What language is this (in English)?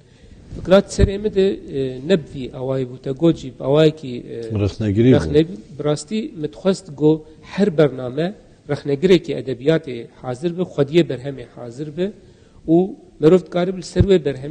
Kurdish